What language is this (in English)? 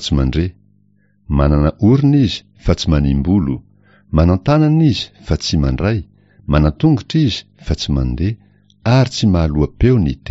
Malagasy